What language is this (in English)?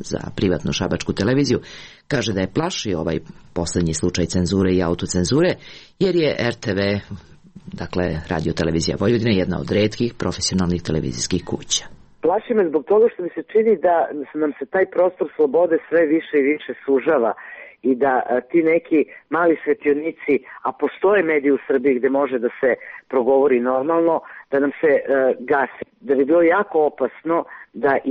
Serbian